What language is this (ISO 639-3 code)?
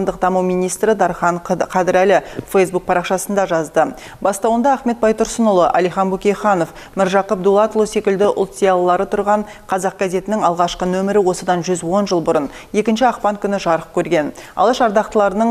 kaz